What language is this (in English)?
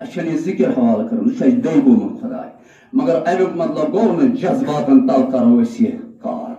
Kashmiri